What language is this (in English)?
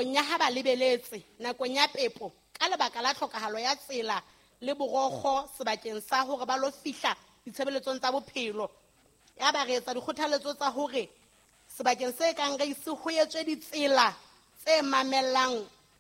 Southern Sotho